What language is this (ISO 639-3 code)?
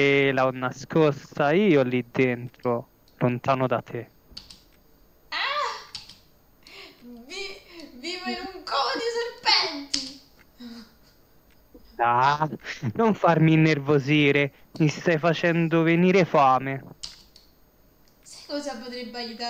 ita